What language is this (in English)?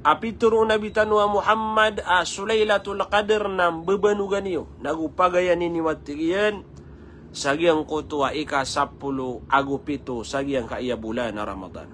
Maranao